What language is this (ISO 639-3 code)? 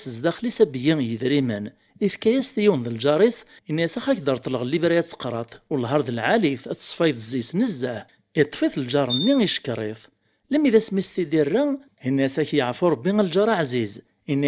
kab